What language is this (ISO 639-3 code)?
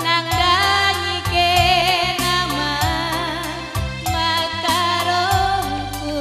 btx